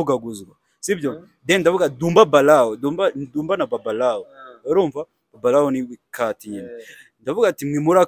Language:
Kinyarwanda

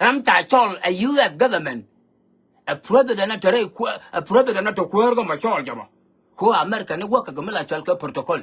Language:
Nuer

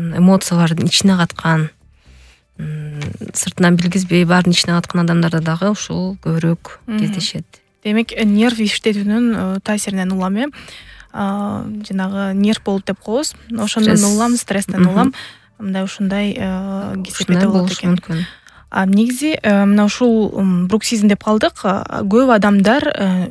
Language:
Kyrgyz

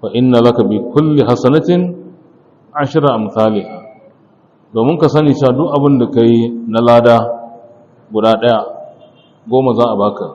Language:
Hausa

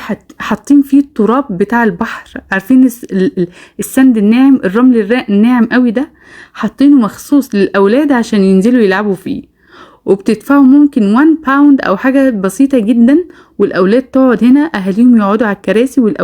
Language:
Egyptian Arabic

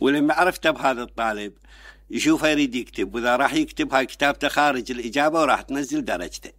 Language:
Mesopotamian Arabic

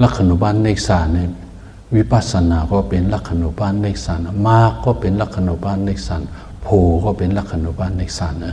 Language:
Shan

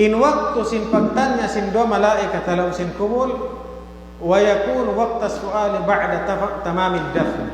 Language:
Tausug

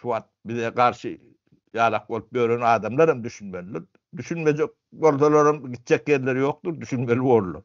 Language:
Turkmen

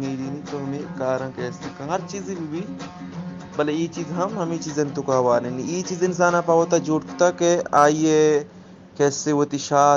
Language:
Eastern Balochi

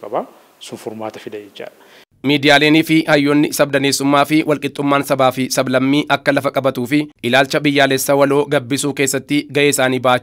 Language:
Oromo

